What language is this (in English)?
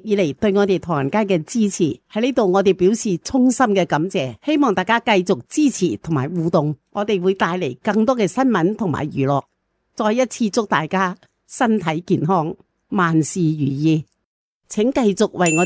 Cantonese